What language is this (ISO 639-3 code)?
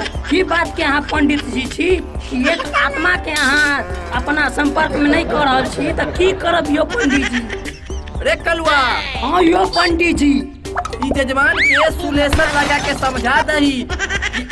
mai